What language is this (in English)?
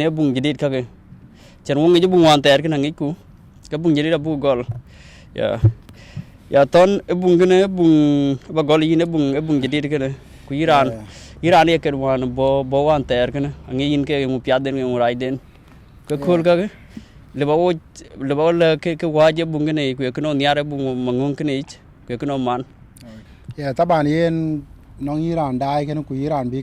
Dinka